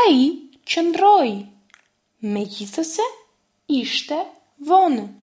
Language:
Albanian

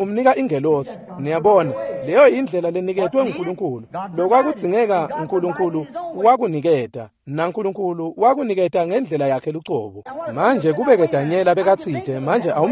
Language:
Swati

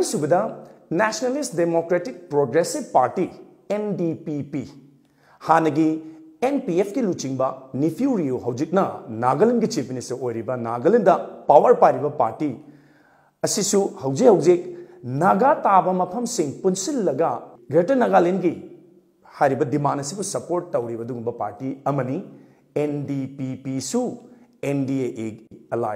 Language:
Manipuri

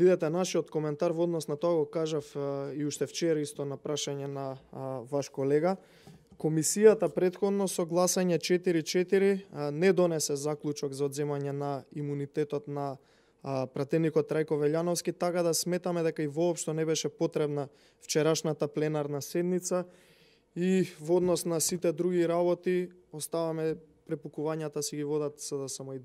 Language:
Macedonian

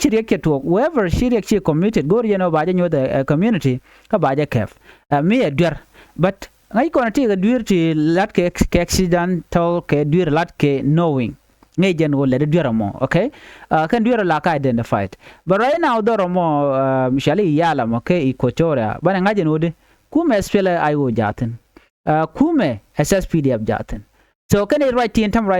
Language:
Nuer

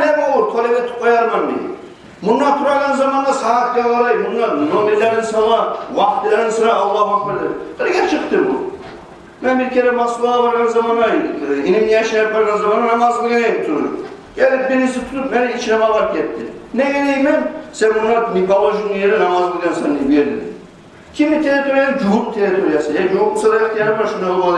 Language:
Kumyk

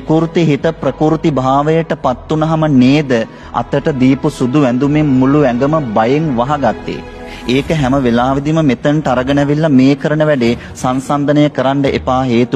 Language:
Sinhala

